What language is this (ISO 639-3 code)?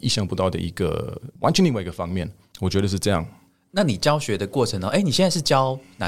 zho